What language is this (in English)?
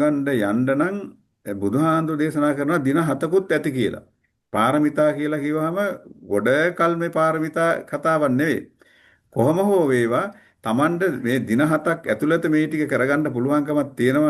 Sinhala